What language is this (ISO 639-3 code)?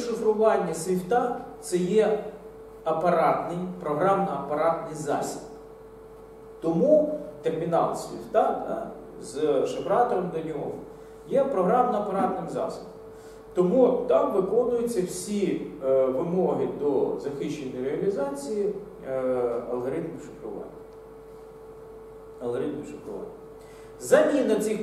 ukr